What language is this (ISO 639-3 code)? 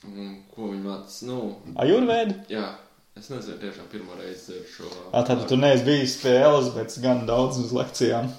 lav